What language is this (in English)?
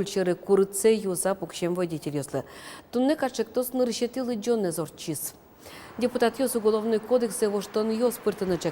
Udmurt